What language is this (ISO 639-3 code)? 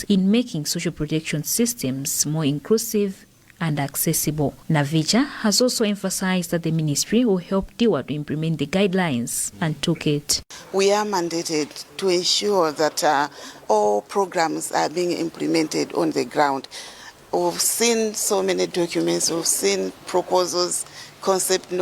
eng